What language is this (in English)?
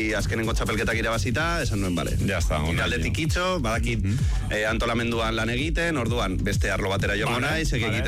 Basque